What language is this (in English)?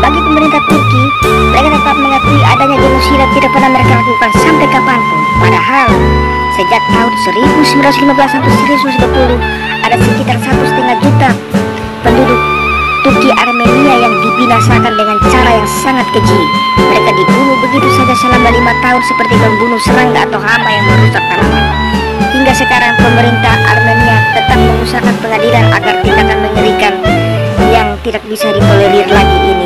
Indonesian